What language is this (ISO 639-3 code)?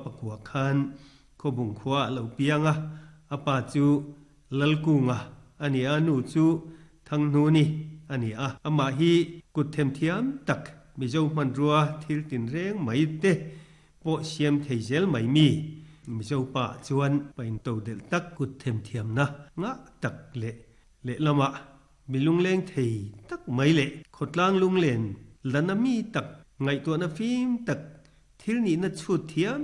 lus